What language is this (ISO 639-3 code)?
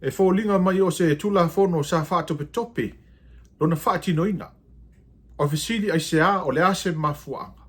smo